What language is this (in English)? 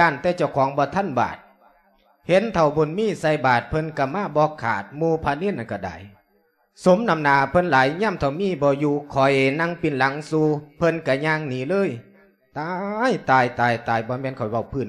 Lao